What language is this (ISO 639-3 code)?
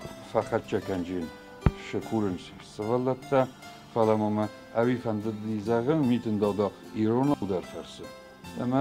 oss